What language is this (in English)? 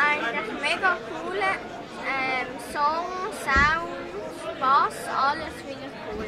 Swiss German